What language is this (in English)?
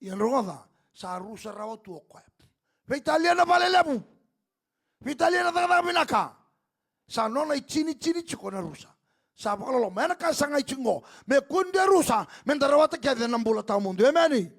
Fijian